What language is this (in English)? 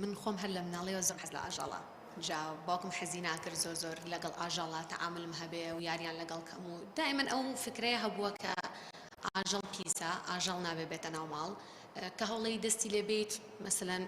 Central Kurdish